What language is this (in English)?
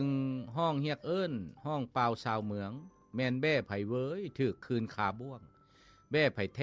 Lao